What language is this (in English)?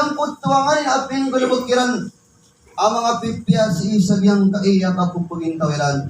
Maranao